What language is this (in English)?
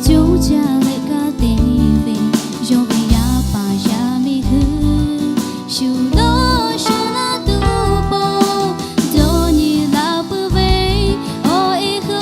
Lahu